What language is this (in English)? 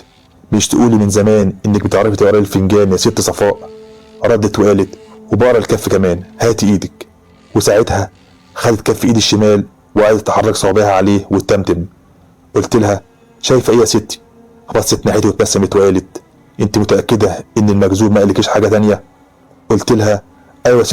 Egyptian Arabic